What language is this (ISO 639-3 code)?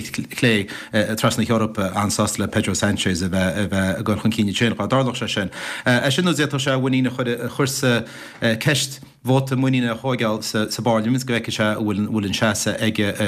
gle